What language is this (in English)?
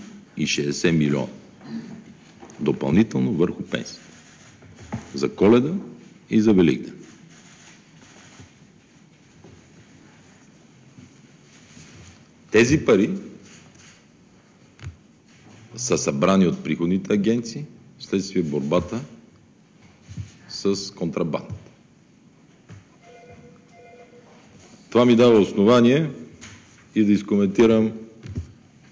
Bulgarian